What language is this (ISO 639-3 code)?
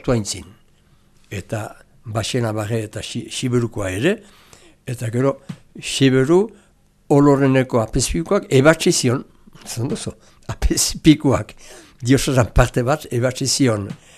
eus